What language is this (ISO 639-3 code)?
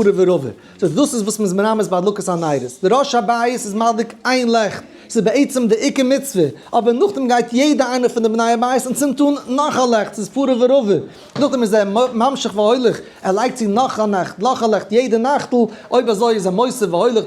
yid